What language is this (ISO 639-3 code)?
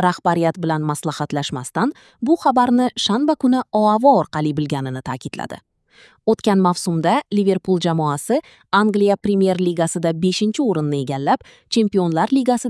uzb